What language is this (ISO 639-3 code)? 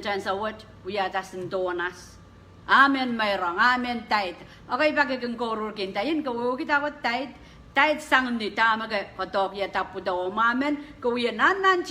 pon